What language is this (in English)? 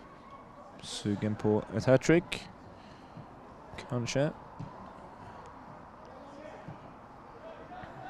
Swedish